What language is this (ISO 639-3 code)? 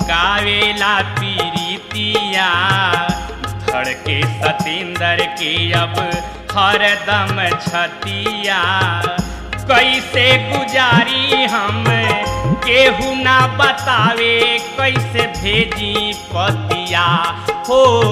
bho